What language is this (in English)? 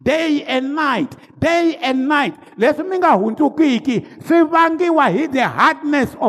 Tsonga